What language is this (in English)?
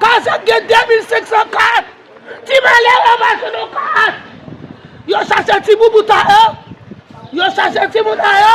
Haitian Creole